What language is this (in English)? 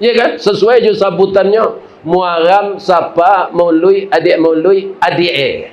Minangkabau